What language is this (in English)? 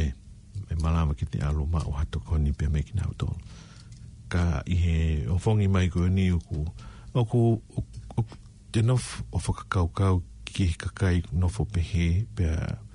Tongan